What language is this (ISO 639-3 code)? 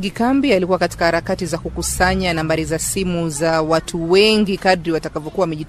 swa